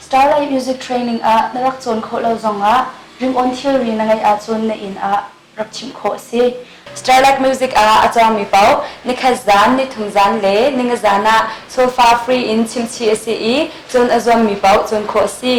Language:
Hakha Chin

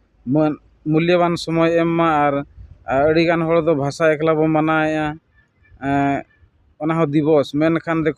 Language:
Santali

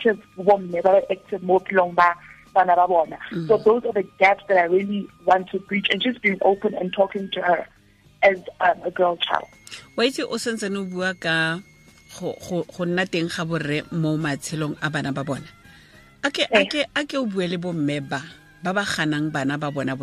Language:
Tswana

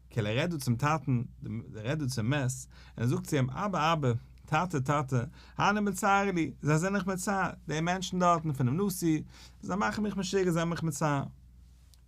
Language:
Yiddish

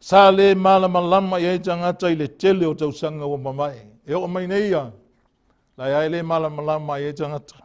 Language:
Samoan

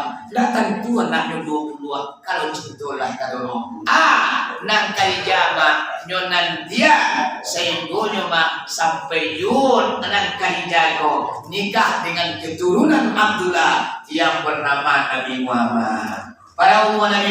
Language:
Minangkabau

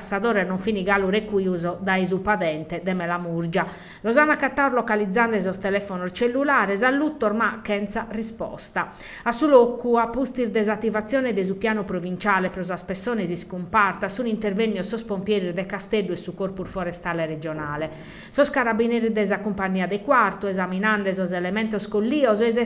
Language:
Sardinian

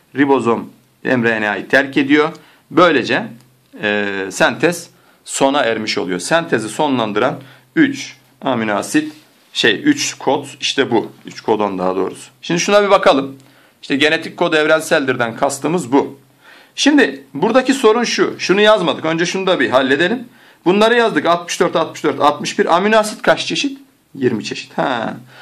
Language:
Turkish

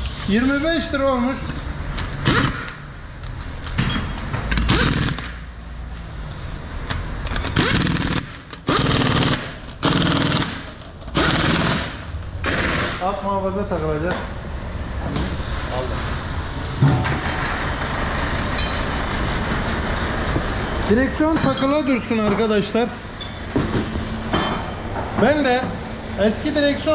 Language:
Turkish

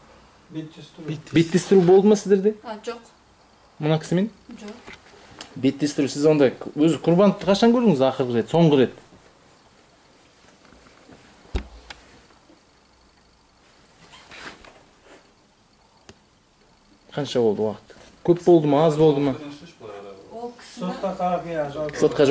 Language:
Kazakh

